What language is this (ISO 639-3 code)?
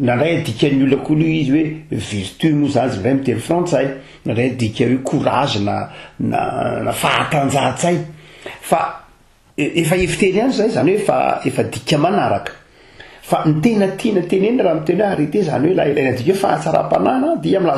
mlg